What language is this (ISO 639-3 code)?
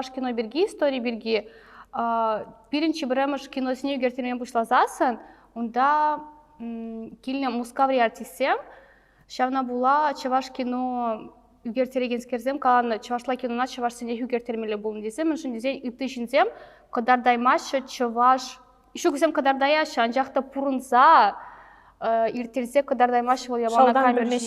chv